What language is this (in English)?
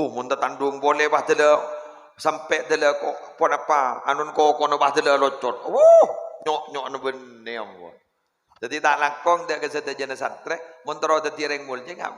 Madurese